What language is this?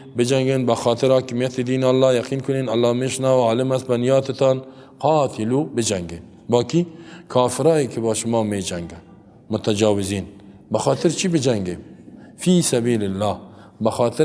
Persian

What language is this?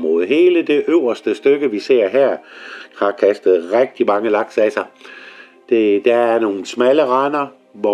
Danish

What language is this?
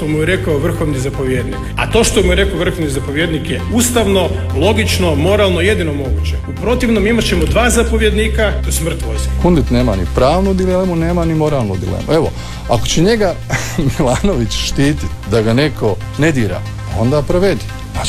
Croatian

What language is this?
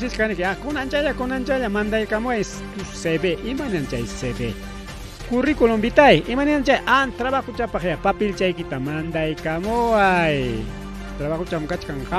Ayacucho Quechua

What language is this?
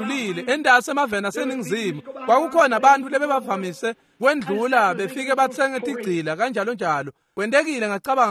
Swati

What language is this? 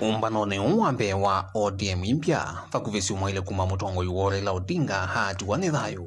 Kamba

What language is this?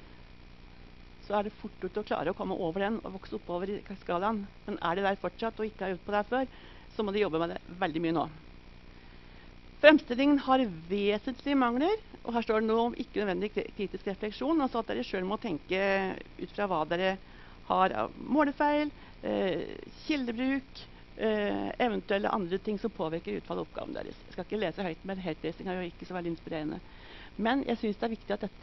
Norwegian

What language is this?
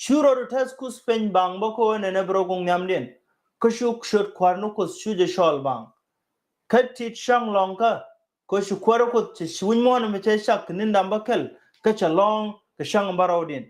Nuer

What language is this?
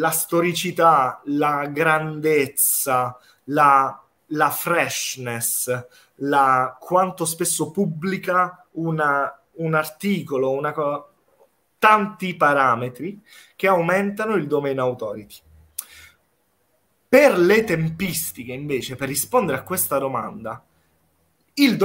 Italian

